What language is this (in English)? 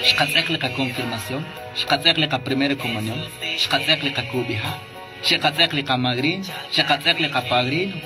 Kekchí